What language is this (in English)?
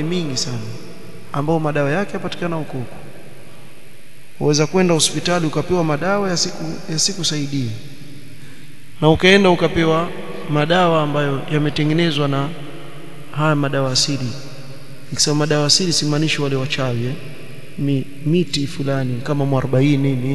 Swahili